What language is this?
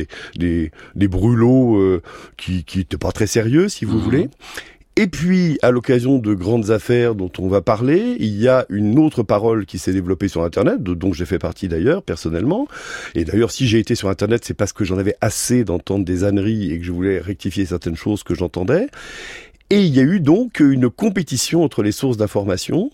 French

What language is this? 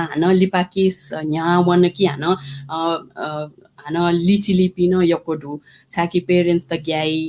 Newari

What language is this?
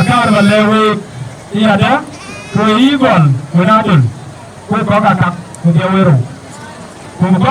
Dinka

